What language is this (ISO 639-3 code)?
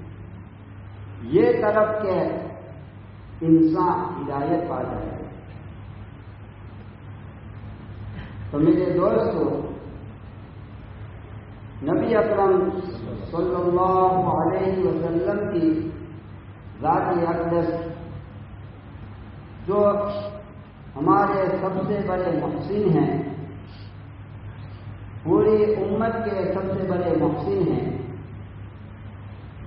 urd